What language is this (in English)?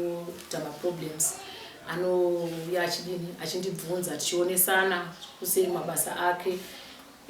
Shona